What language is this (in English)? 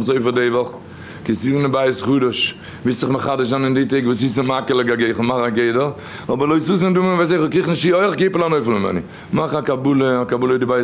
Yiddish